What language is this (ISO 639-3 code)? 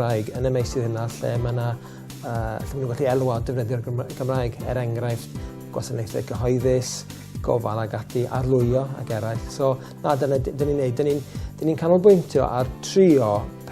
cym